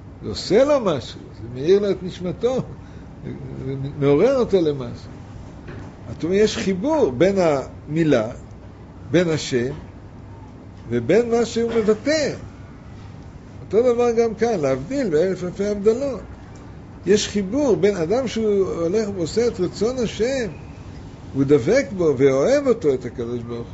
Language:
Hebrew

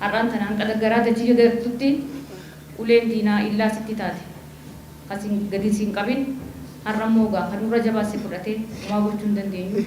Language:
Oromo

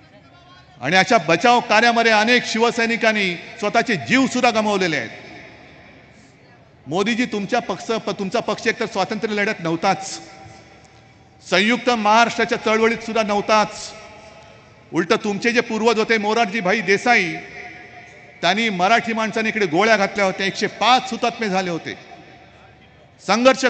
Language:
Marathi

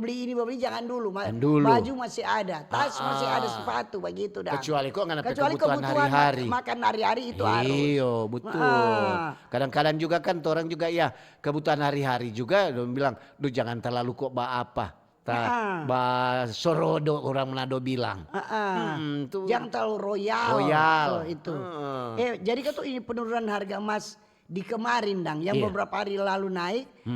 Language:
Manado Malay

